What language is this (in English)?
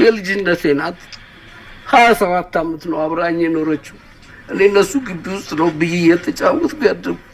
Amharic